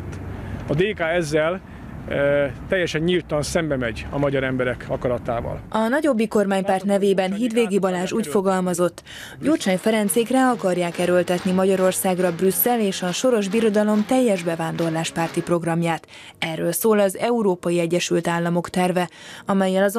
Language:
Hungarian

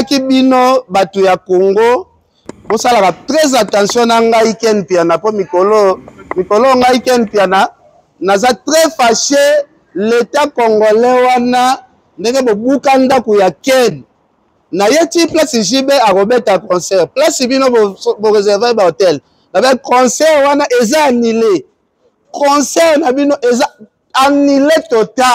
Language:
Lingala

